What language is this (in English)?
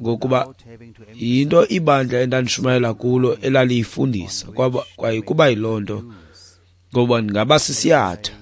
Xhosa